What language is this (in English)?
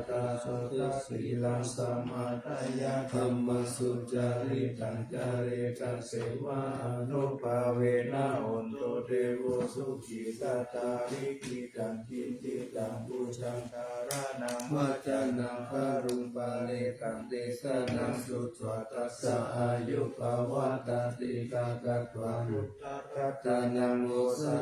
Pali